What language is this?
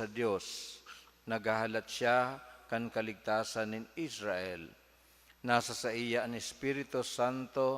Bikol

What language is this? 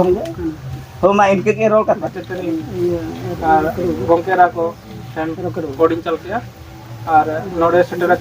Santali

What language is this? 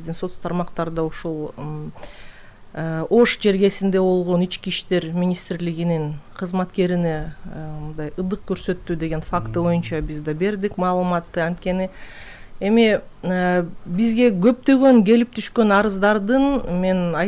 Kyrgyz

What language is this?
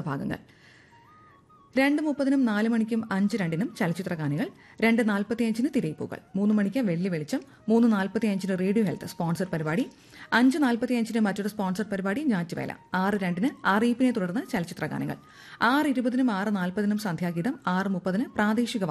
Malayalam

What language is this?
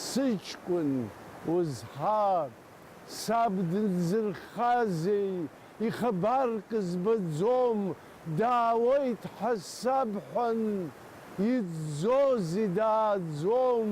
Abkhazian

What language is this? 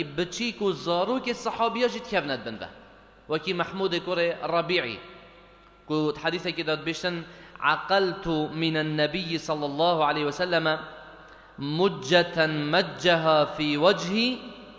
Kurdish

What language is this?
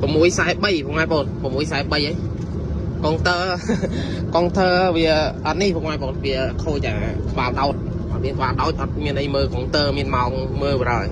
Khmer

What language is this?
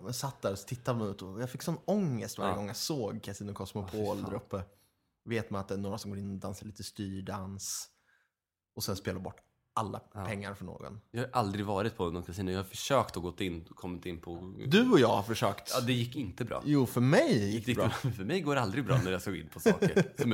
Swedish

